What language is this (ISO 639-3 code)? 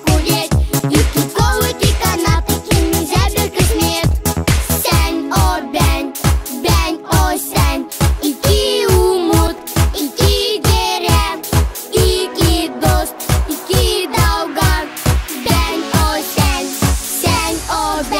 gag